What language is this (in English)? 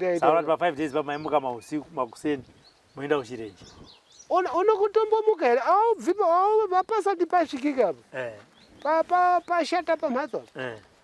Shona